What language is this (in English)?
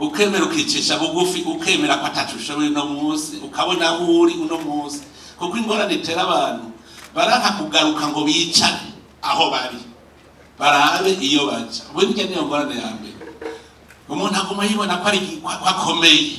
Rundi